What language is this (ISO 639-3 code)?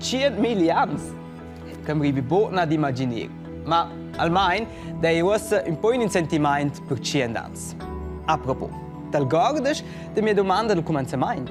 roh